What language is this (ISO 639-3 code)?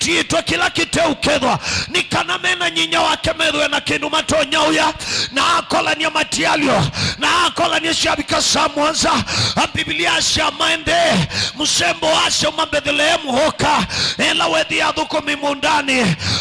kam